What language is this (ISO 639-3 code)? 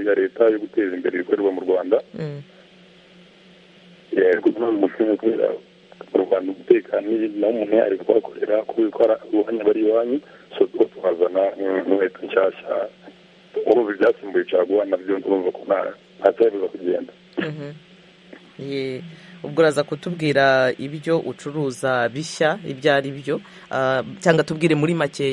kin